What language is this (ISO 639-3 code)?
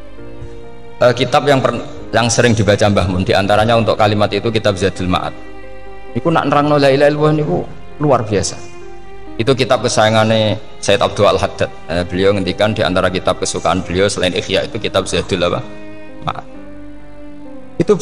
ind